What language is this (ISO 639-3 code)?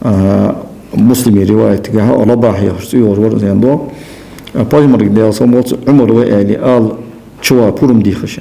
inh